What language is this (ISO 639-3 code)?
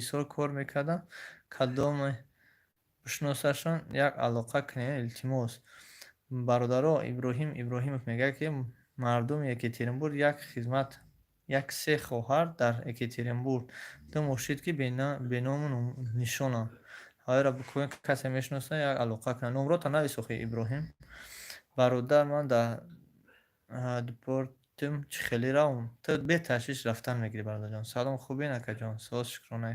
tgk